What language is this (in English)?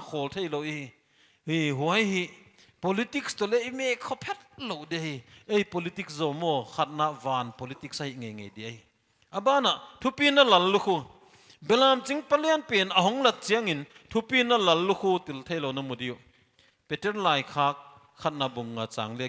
Paite Chin